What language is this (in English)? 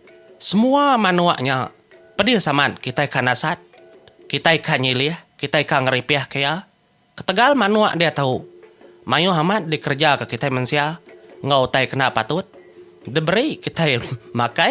Iban